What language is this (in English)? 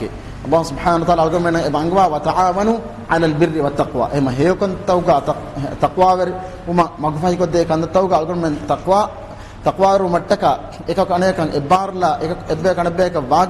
Divehi